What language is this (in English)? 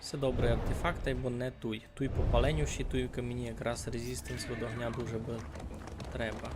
Rusyn